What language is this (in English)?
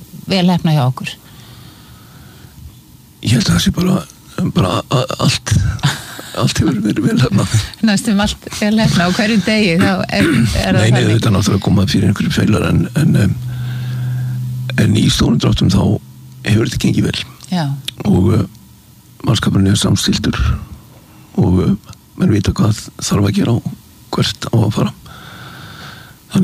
Icelandic